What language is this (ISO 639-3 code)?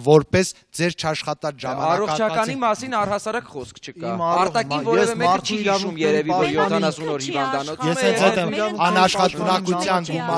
hye